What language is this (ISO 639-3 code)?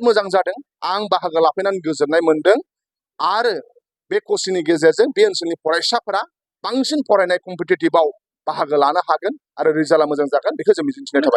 brx